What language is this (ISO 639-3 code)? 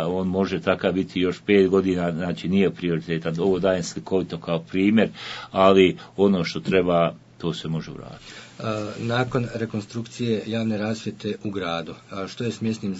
bos